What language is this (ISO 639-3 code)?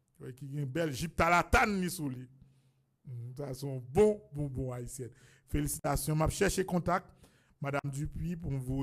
hat